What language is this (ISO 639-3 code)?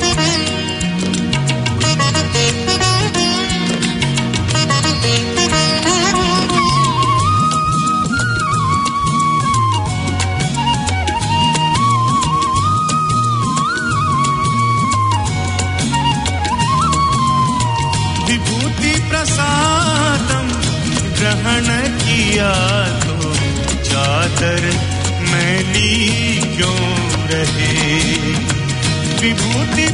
guj